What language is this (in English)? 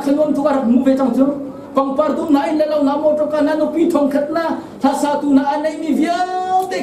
Hakha Chin